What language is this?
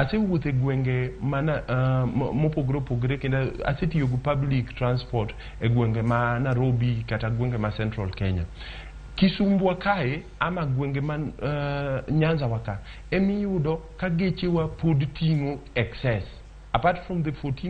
Luo (Kenya and Tanzania)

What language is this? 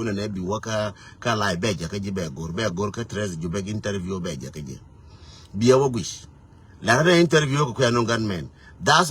Nuer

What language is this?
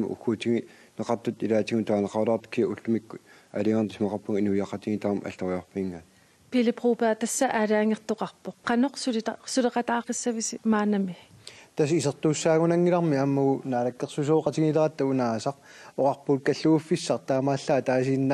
Kalaallisut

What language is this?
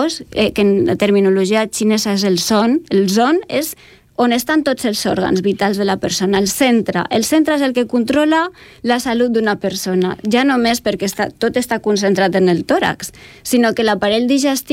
Catalan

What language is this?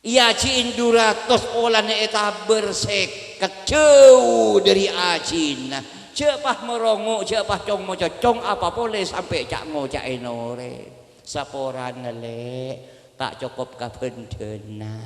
Madurese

